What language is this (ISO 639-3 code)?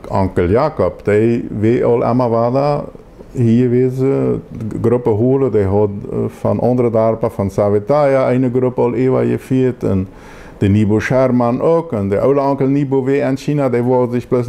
pdt